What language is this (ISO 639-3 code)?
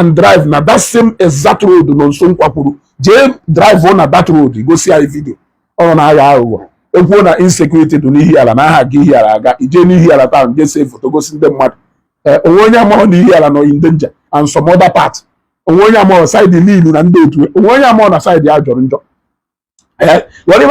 ibo